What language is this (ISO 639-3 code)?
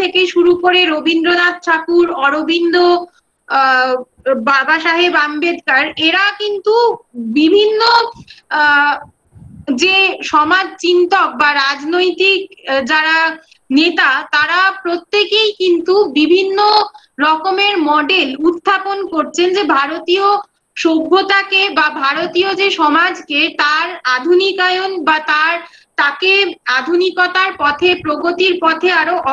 ben